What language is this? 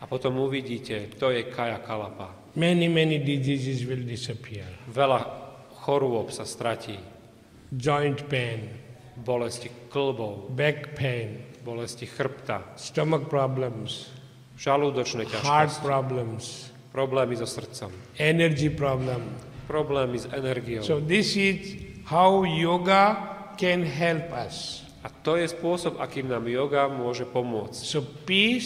Slovak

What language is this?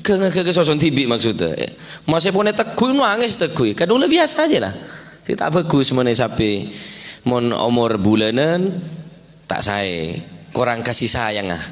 Madurese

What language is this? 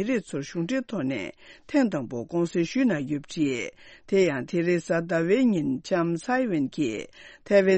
Tibetan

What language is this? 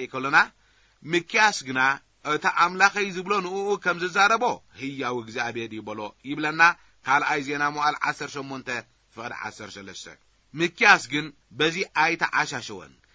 Tigrinya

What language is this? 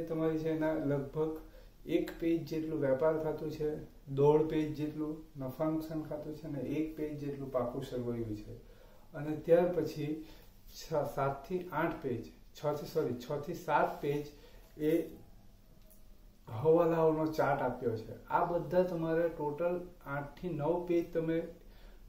Gujarati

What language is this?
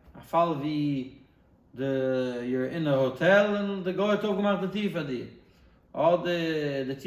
Yiddish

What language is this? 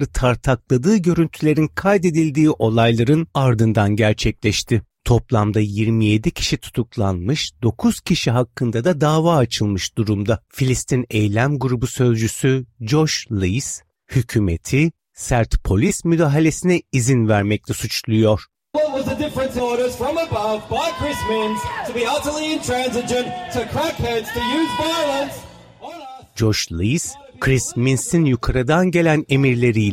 Turkish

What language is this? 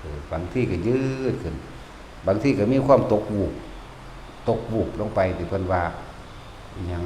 Northeastern Thai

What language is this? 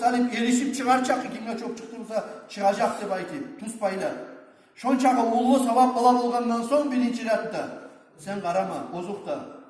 Kumyk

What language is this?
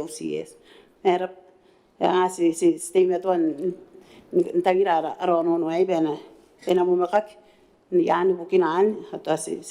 Gilbertese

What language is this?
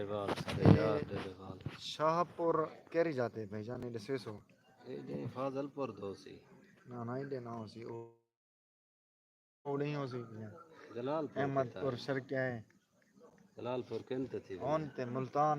Saraiki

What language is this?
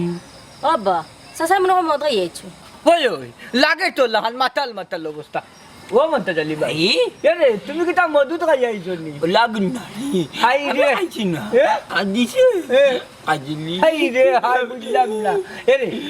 Sylheti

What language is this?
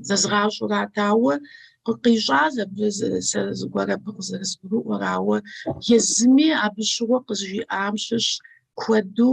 Kabardian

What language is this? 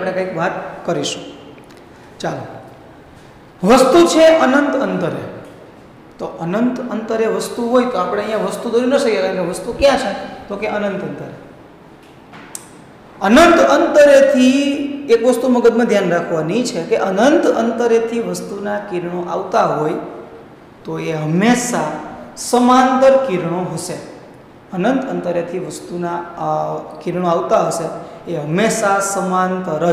Gujarati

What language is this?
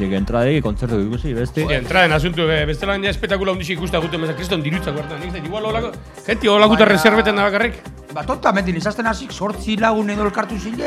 Basque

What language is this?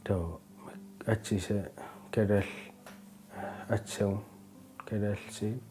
Kalaallisut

